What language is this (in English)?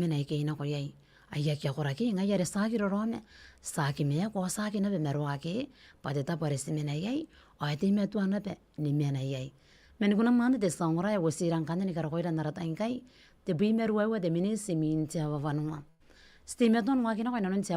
Gilbertese